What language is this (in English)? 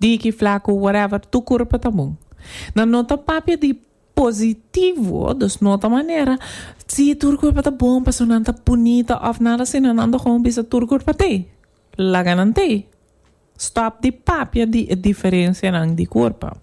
Papiamento